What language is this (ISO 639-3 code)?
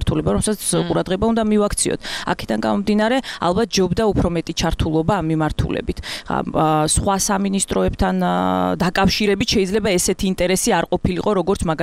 kat